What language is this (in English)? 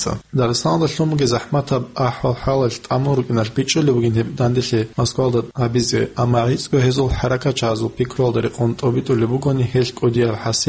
Avaric